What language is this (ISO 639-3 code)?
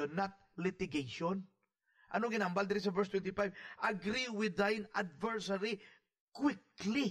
fil